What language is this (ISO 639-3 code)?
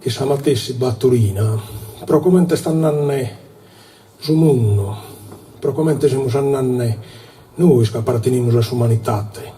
srd